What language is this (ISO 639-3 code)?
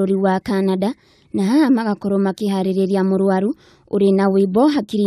kik